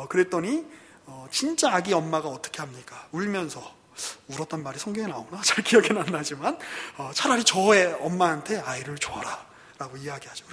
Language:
Korean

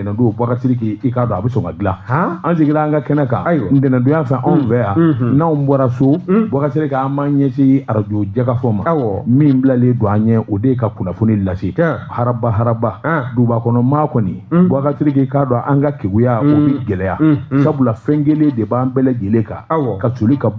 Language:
Bambara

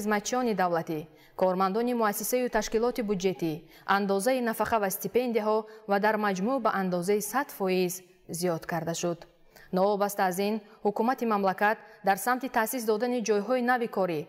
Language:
Tajik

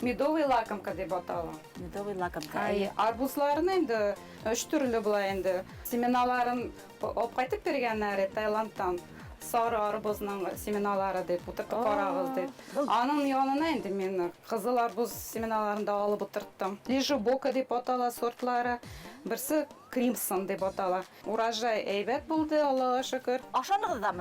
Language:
Bashkir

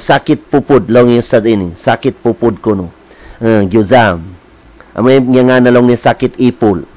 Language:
Tausug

